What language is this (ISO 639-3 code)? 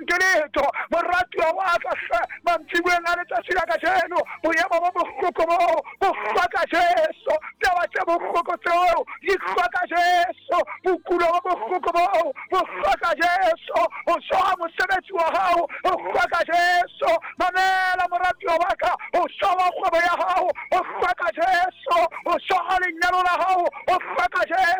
sot